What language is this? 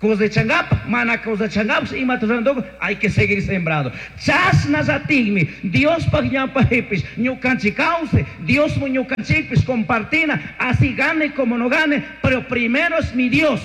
Chimborazo Highland Quichua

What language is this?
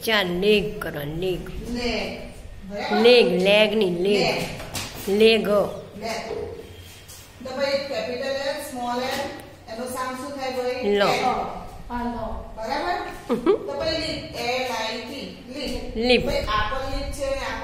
Gujarati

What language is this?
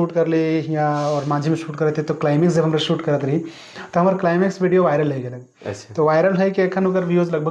Sadri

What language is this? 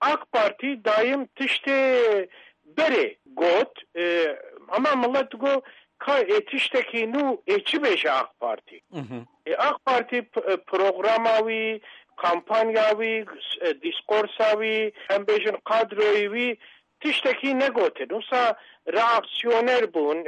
Kurdish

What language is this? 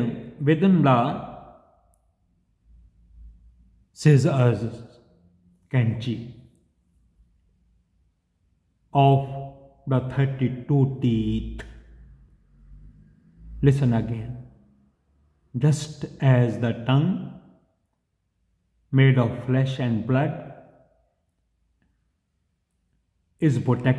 Punjabi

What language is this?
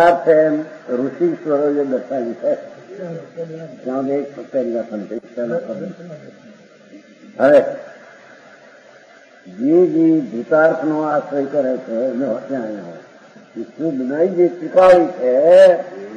Gujarati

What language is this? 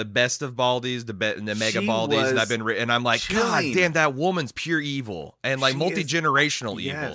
English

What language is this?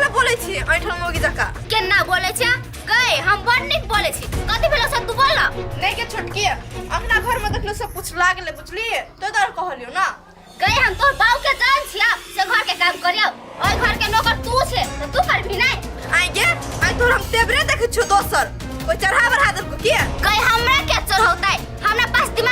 Maithili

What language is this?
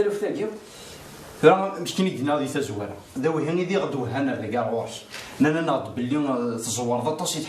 Kabyle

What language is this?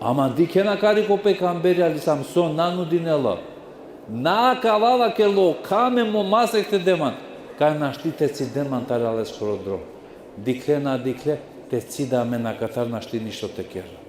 Balkan Romani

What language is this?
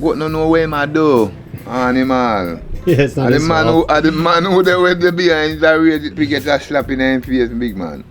Jamaican Creole English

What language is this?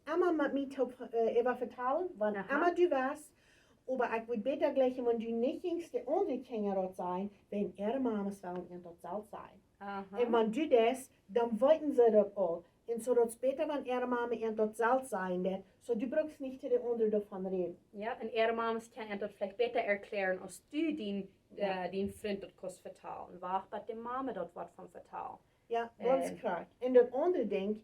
Plautdietsch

